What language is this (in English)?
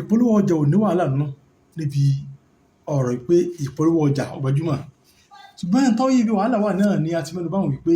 Yoruba